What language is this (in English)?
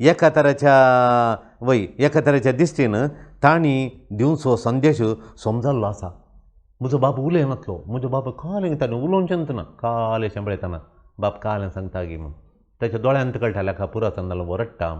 Konkani